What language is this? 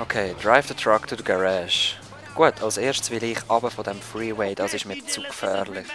Swiss German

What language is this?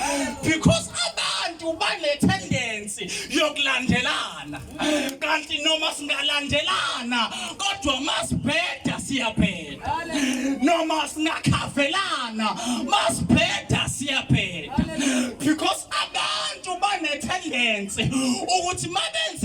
Zulu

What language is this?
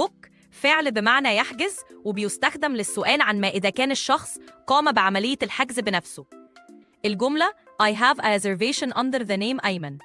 Egyptian Arabic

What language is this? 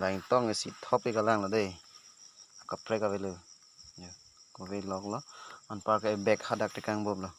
Karbi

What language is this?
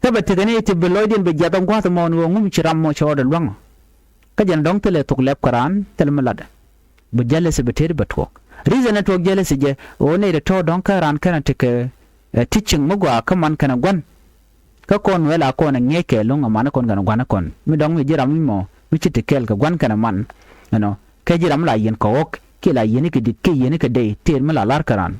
Nuer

